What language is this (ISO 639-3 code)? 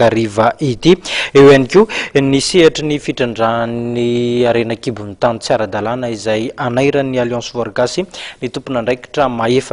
mlg